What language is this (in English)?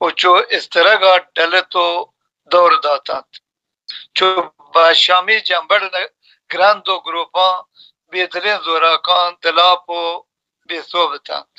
Baluchi